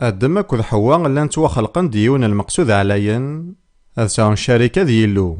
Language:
Kabyle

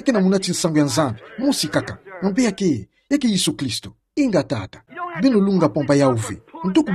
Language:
Kituba (Democratic Republic of Congo)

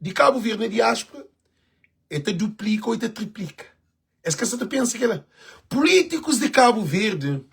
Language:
Kabuverdianu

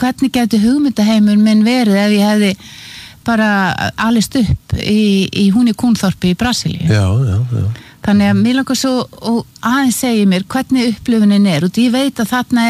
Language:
Icelandic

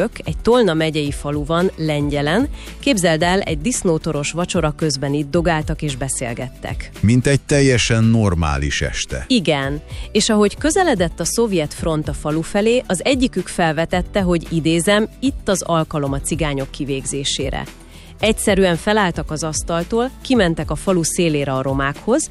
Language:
Hungarian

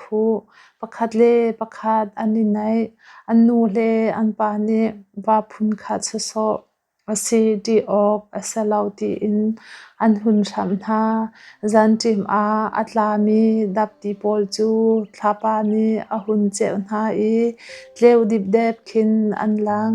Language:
Hakha Chin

